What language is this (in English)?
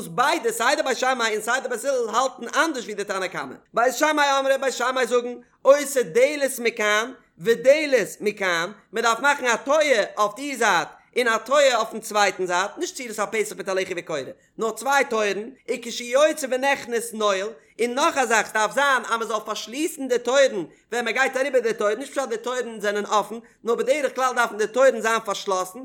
Yiddish